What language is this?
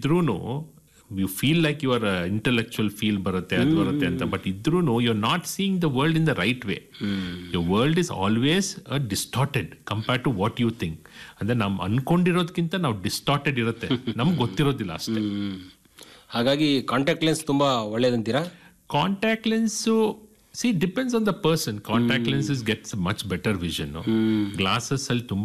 Kannada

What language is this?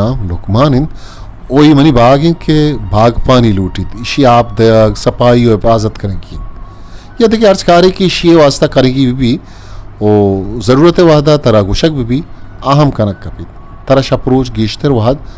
Eastern Balochi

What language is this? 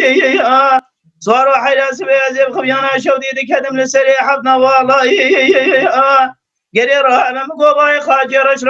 Kurdish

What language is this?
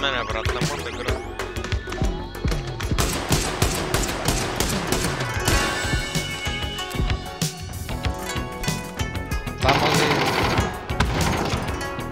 Bulgarian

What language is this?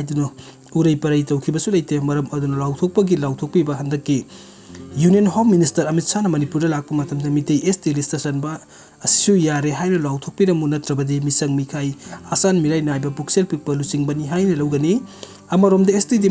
Manipuri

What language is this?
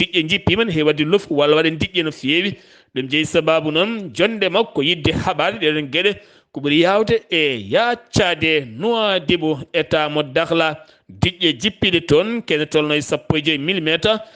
Fula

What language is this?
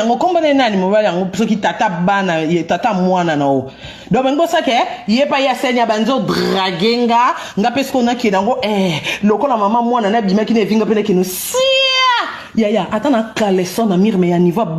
Lingala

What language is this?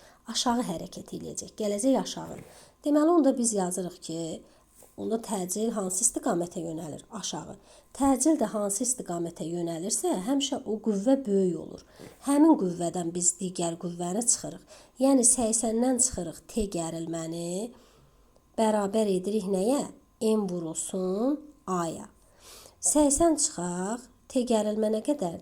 Azerbaijani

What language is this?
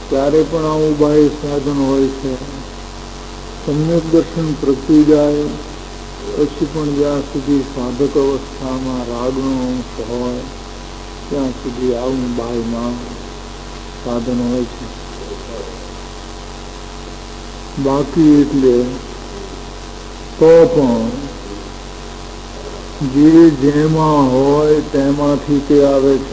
Gujarati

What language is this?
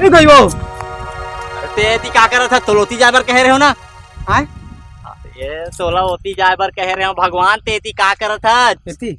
Chhattisgarhi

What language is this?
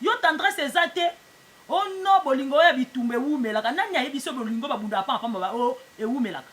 Lingala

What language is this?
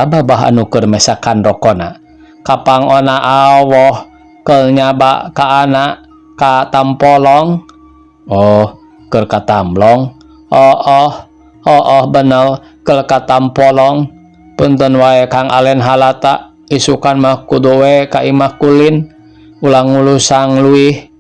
Sundanese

